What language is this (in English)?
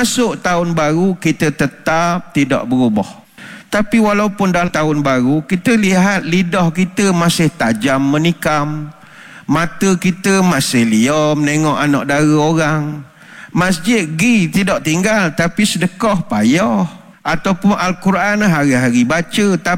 Malay